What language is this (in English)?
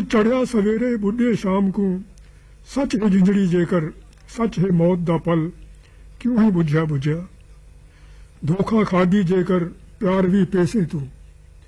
Punjabi